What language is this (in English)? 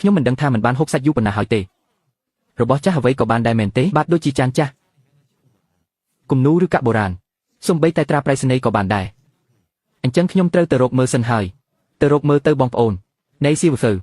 Khmer